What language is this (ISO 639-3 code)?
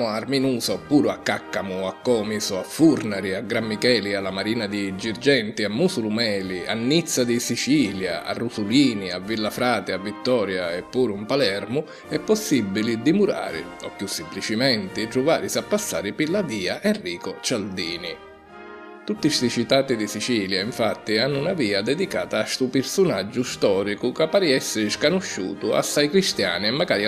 scn